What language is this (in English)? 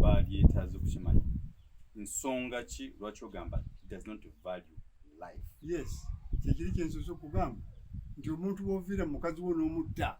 Ganda